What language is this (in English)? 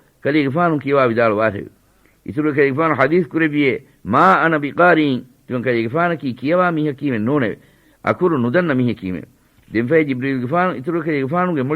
Divehi